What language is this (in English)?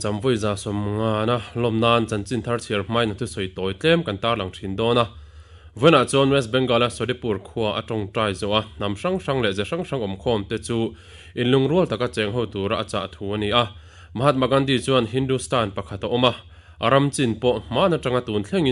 Mizo